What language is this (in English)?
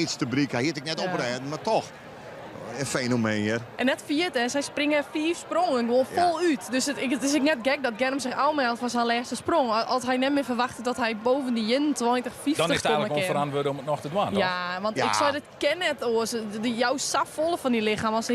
Western Frisian